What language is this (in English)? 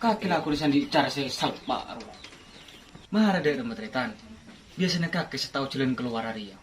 Madurese